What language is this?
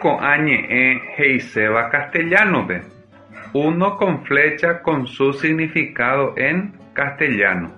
Guarani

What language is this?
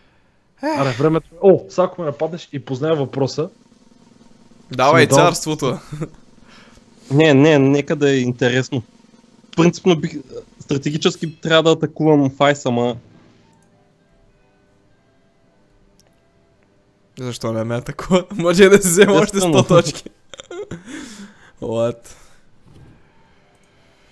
Bulgarian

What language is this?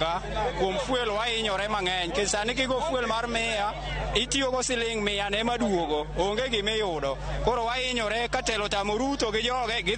Luo (Kenya and Tanzania)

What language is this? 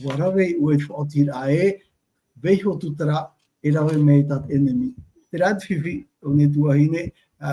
Tahitian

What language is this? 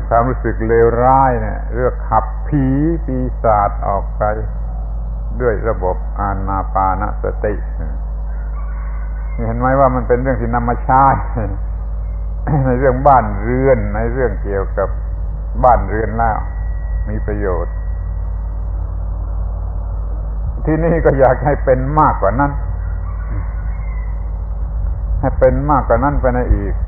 Thai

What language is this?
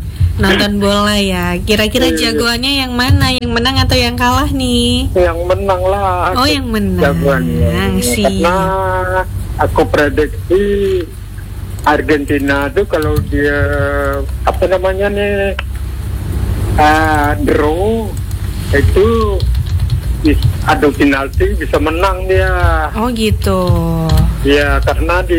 Indonesian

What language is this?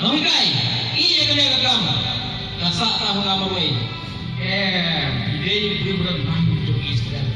Khasi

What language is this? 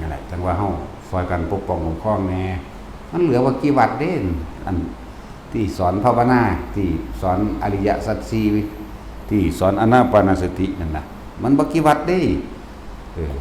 Northeastern Thai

